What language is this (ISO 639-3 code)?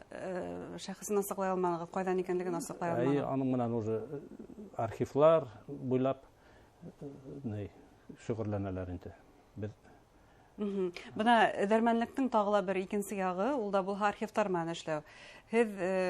bak